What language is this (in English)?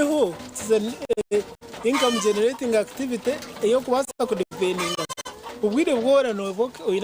Nyankole